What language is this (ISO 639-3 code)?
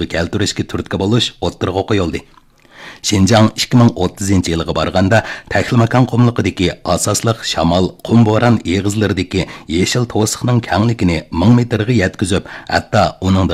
uig